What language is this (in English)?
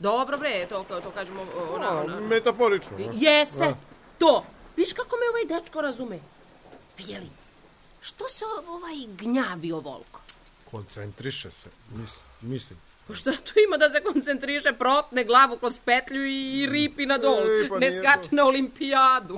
Serbian